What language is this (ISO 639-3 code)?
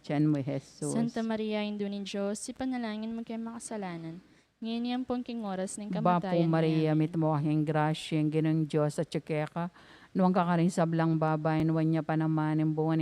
pam